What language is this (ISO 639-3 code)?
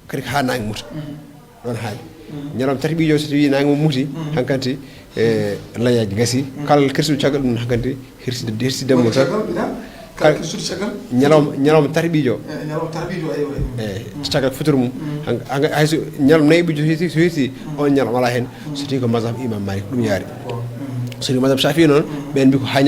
ful